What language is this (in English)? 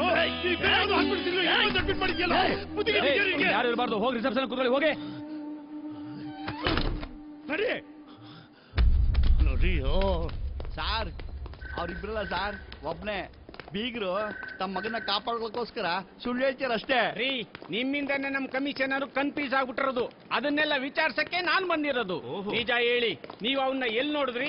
Kannada